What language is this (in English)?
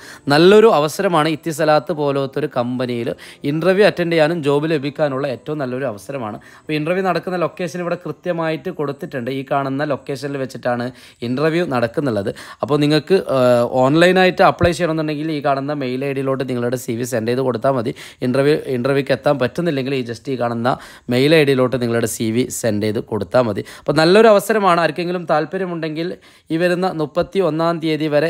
Malayalam